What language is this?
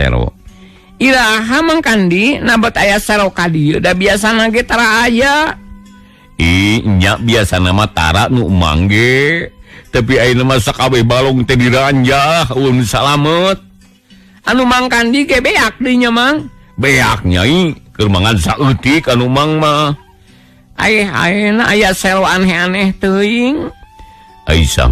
Sundanese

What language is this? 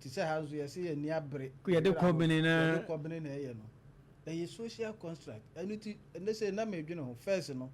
Akan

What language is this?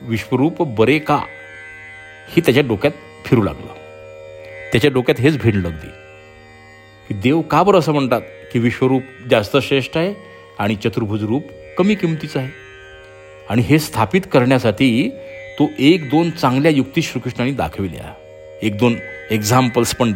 Marathi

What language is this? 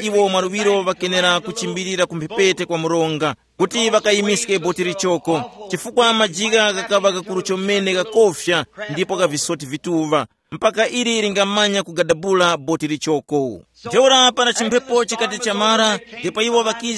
Tumbuka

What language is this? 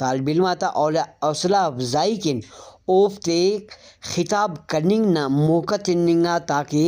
Brahui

